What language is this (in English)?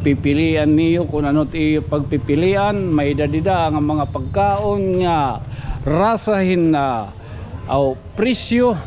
Waray